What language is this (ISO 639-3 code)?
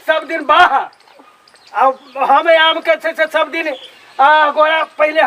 mag